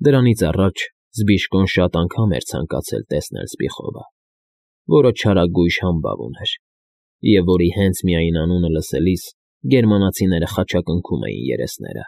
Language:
Armenian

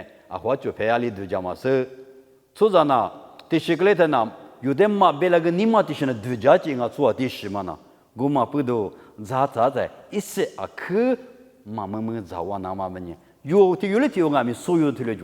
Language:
Lisu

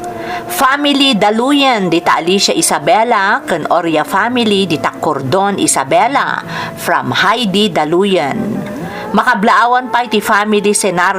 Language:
Iloko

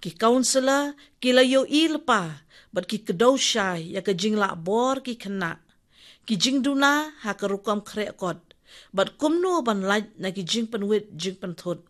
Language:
Khasi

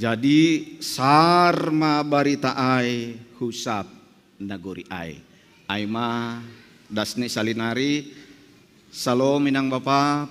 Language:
Batak Simalungun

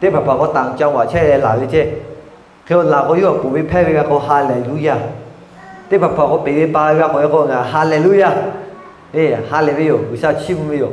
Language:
Lahu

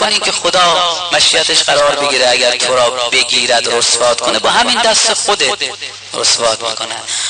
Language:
Persian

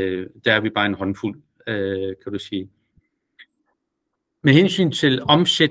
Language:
Danish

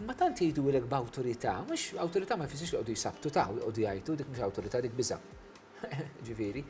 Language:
Maltese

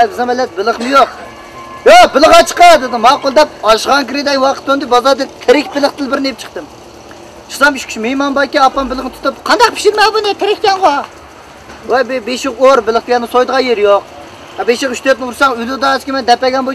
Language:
Uyghur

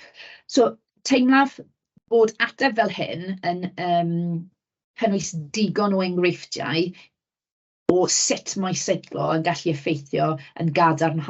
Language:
Welsh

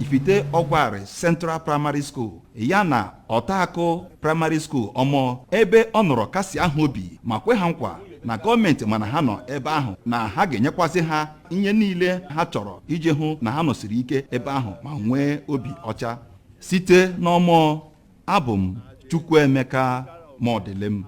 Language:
Igbo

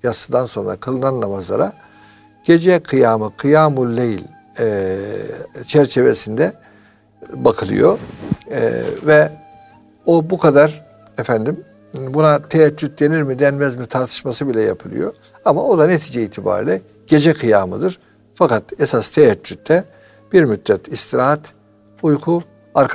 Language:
Turkish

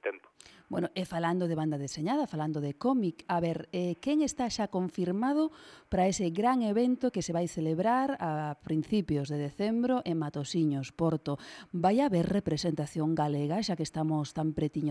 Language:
Galician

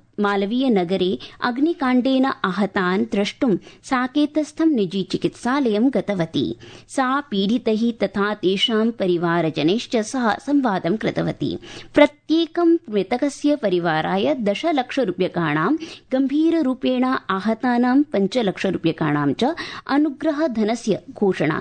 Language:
Sanskrit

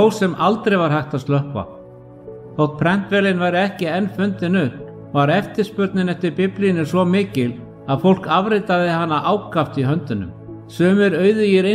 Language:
Icelandic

